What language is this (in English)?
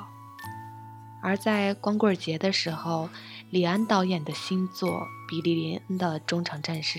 Chinese